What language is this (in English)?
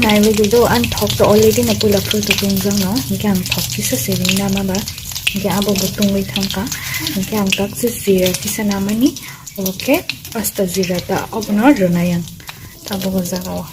Kok Borok